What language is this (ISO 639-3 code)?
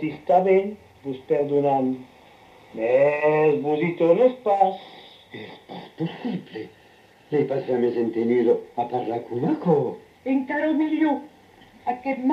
oci